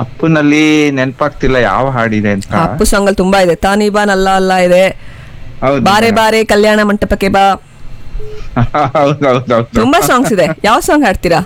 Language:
Kannada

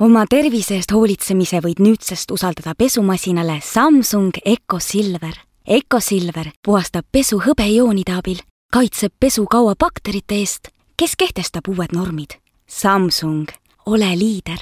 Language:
Estonian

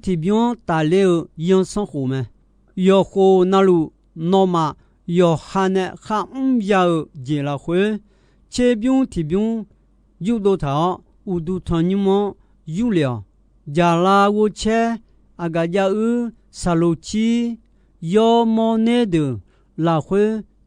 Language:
Akha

